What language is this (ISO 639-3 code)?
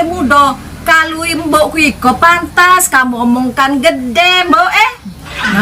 mui